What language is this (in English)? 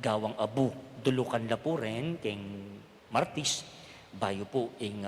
Pampanga